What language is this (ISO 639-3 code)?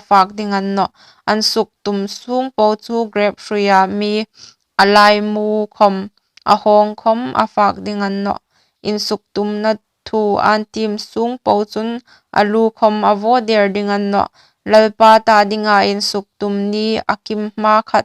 hmr